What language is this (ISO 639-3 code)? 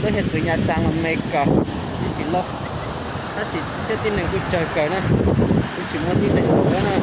hmn